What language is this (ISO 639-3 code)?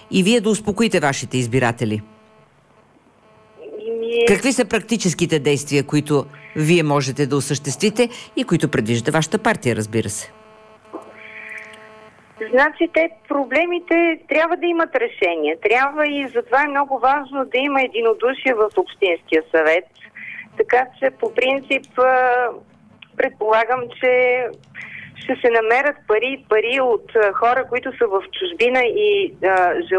bul